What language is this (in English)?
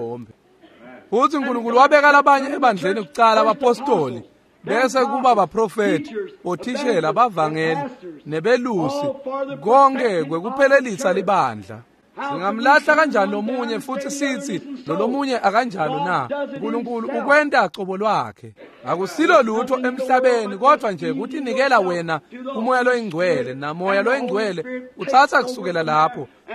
Swati